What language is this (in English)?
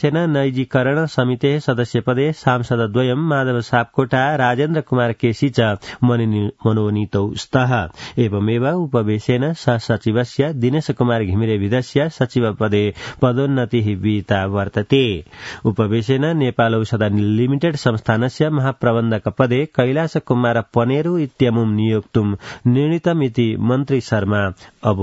Sanskrit